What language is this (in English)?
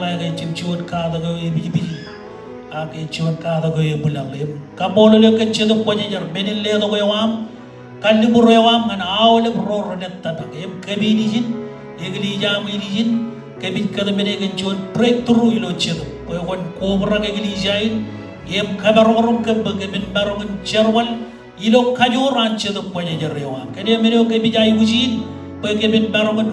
Marshallese